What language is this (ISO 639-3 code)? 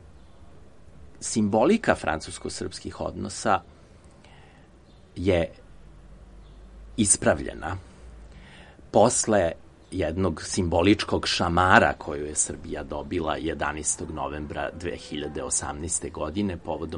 srp